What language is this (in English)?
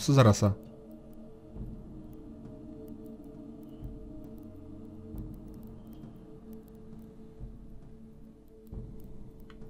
Polish